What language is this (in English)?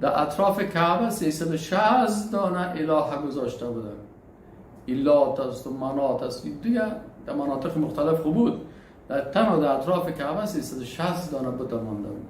Persian